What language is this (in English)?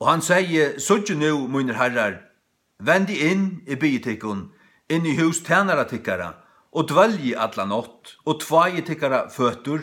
Faroese